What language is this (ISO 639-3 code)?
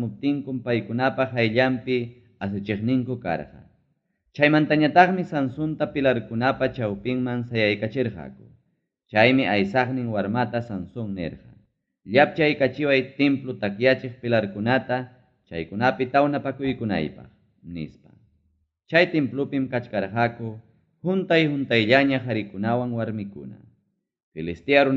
quy